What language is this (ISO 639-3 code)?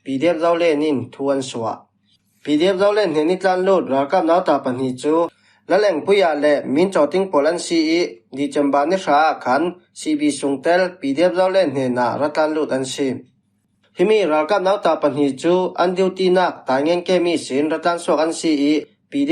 cfm